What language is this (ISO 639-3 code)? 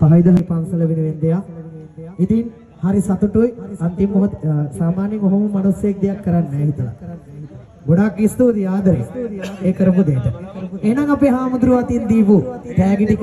sin